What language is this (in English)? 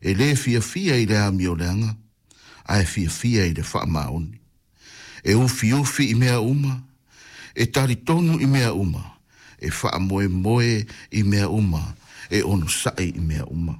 Samoan